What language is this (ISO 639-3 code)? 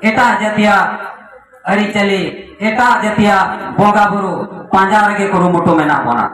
sat